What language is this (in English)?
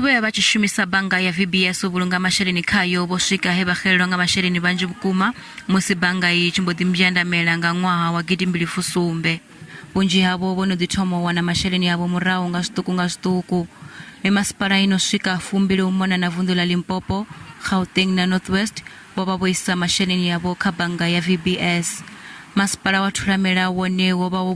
Venda